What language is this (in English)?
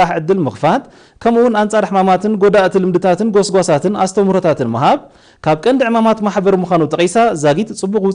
Tigrinya